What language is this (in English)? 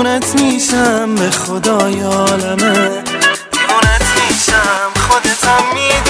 Persian